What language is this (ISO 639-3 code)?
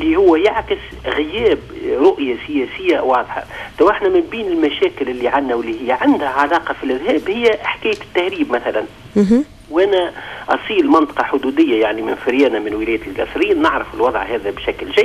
aeb